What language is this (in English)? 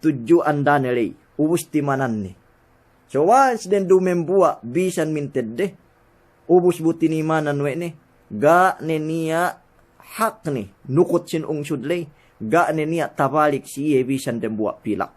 Yakan